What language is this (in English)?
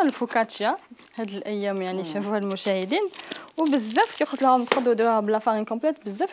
Algerian Arabic